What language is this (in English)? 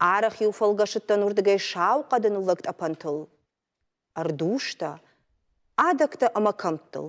Ossetic